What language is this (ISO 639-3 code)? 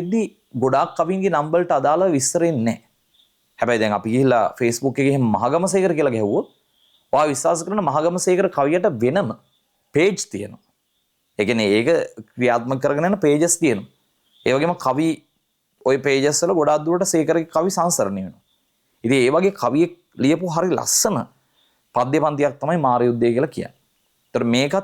sin